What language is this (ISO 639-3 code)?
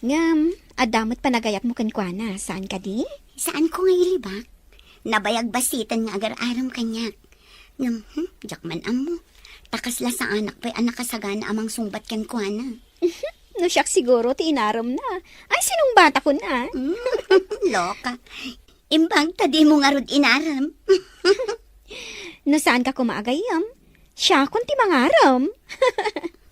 ilo